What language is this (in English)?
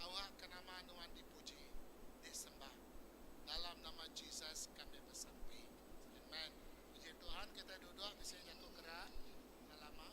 Iban